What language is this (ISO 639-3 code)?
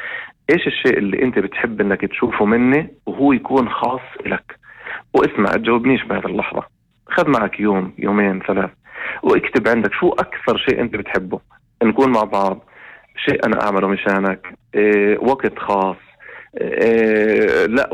apc